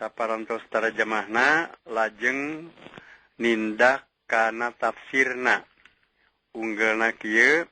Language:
Sundanese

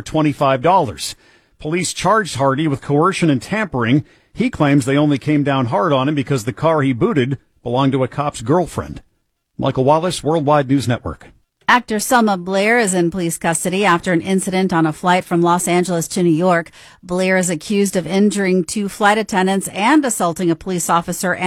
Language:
English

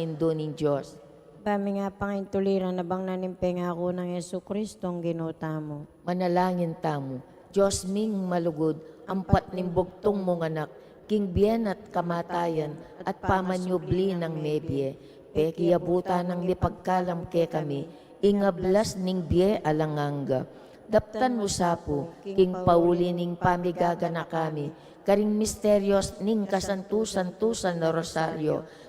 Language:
Pampanga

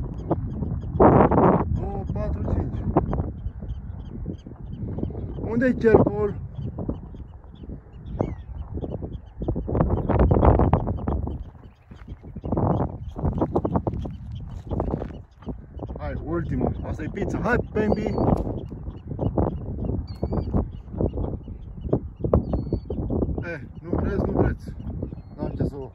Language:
Romanian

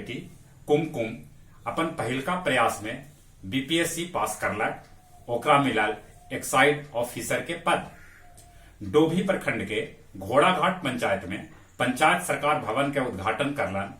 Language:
Magahi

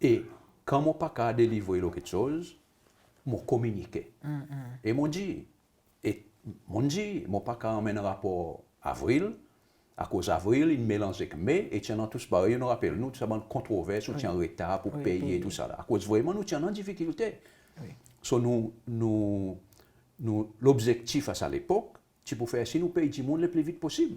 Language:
Seselwa Creole French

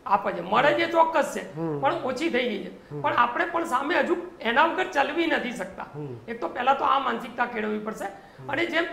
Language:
Gujarati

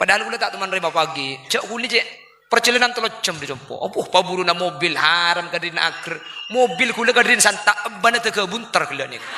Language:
Madurese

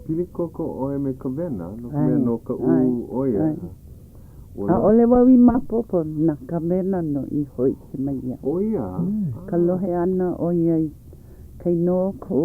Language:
Hawaiian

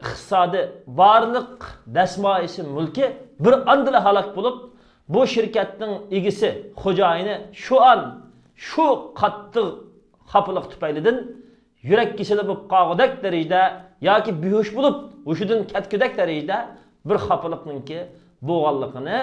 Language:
Uyghur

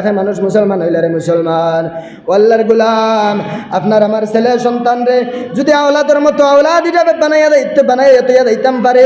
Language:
Sylheti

